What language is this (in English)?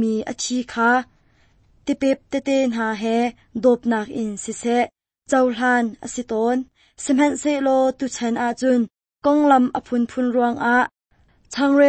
Hakha Chin